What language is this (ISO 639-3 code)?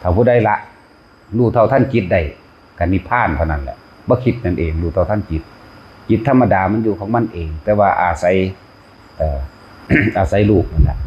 tts